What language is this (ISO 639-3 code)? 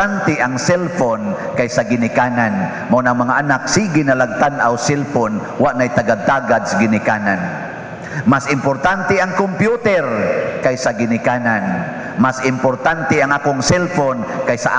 ceb